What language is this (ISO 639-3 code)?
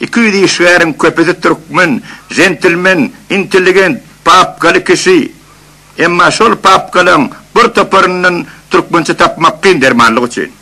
tuk